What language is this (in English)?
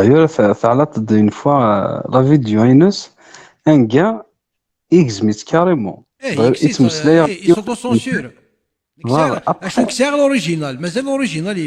Kabyle